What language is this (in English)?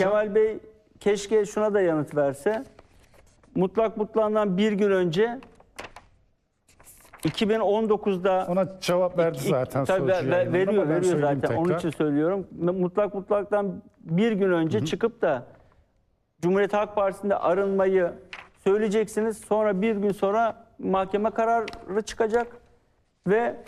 Turkish